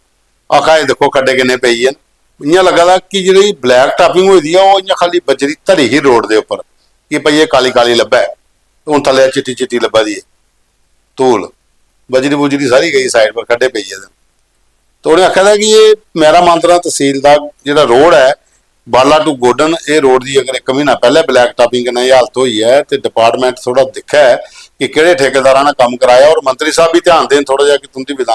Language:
Dogri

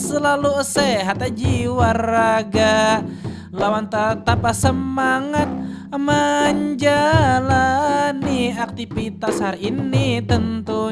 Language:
Banjar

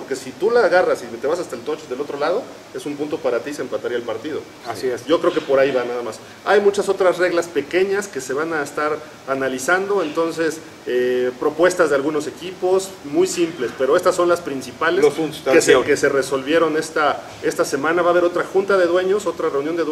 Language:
Spanish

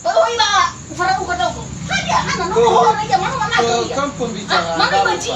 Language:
Nias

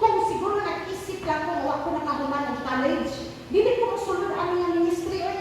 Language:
Cebuano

